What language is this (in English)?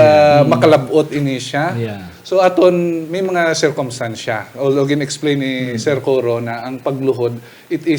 Hiligaynon